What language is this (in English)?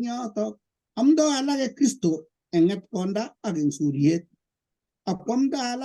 Kalenjin